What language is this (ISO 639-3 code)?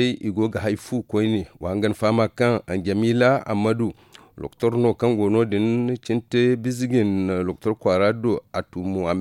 dje